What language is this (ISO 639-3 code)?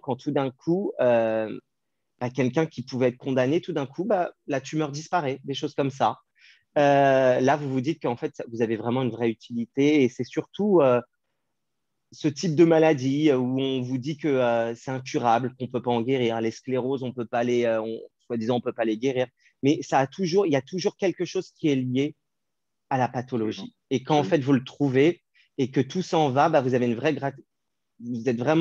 fra